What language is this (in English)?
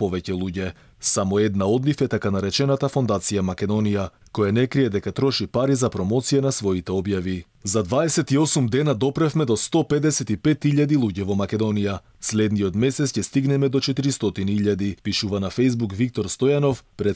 Macedonian